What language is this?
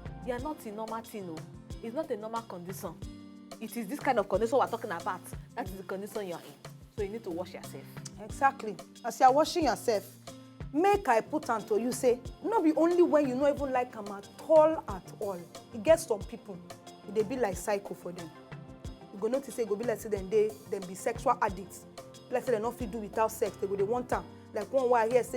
Nigerian Pidgin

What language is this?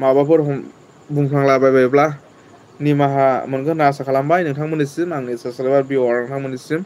Bodo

